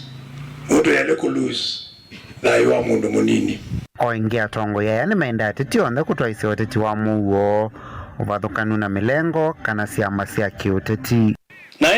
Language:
Kamba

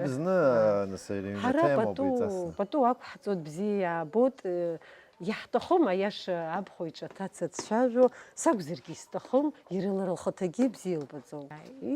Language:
Abkhazian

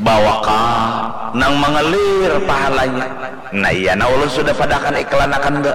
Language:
Banjar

